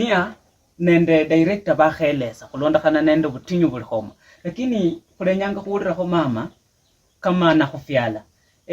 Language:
Luyia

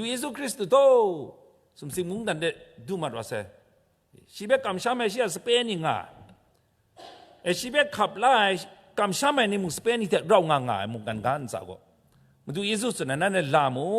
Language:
Kachin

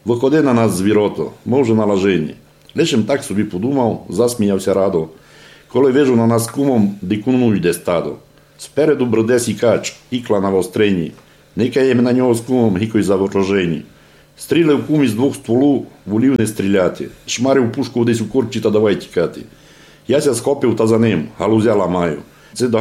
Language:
Rusyn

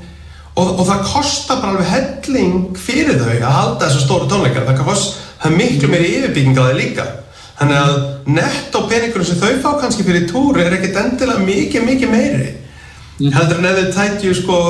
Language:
Icelandic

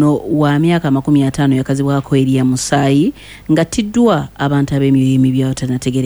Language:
Ganda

